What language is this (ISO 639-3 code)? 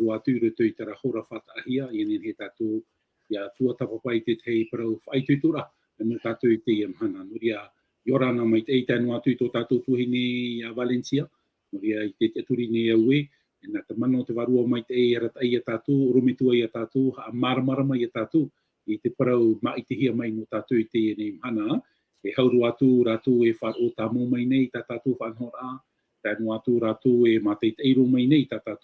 tah